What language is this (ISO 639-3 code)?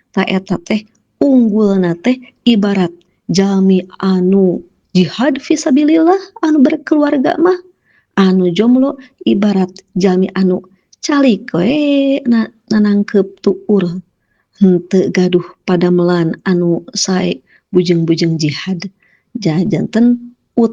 sun